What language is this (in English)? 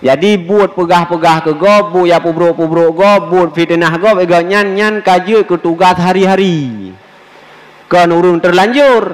Achinese